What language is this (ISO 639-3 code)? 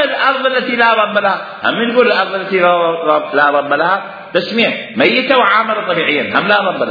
acm